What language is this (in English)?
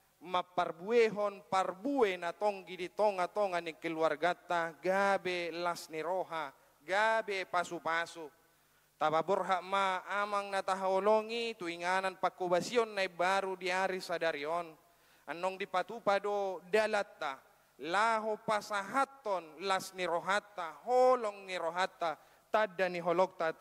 Batak Toba